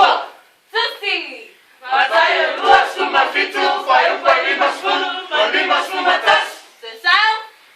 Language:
Samoan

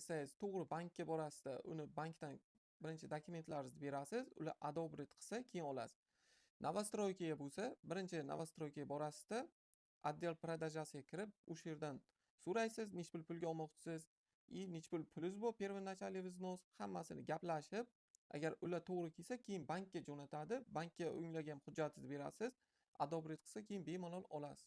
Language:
Uzbek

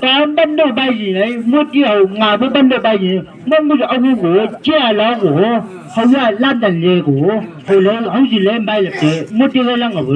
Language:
Chang Naga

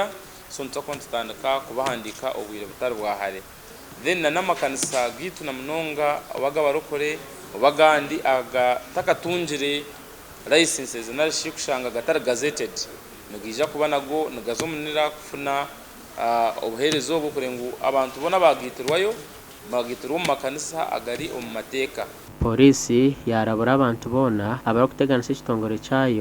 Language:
Nyankole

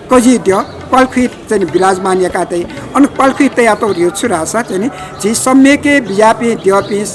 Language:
Newari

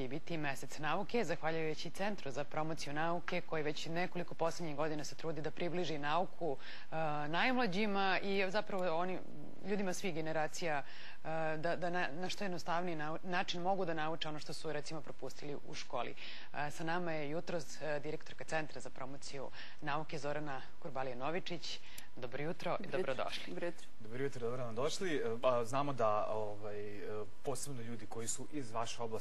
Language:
Serbian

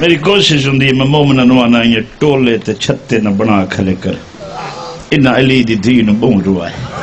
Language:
Saraiki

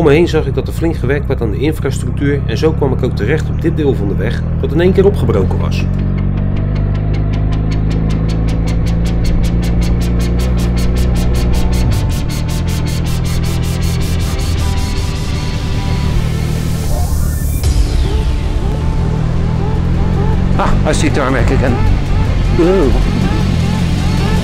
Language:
Dutch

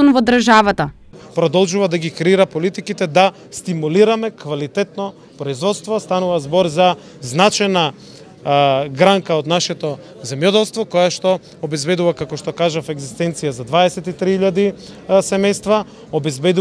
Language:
Macedonian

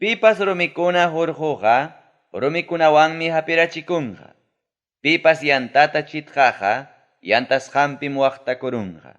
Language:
Ayacucho Quechua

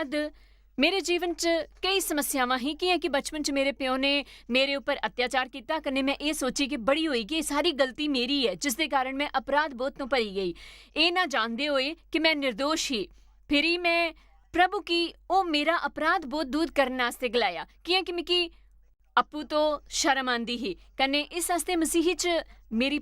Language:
Dogri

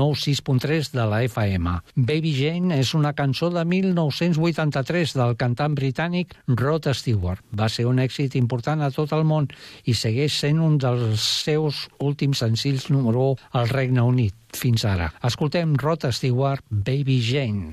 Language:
Catalan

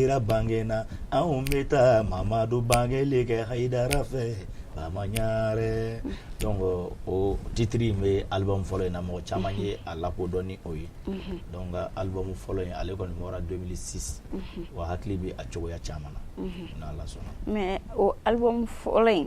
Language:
Bambara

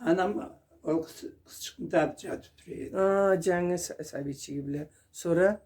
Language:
Karachay-Balkar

